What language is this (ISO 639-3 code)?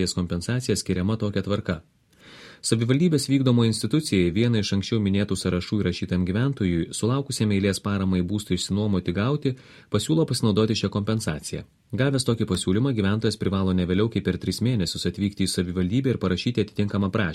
lit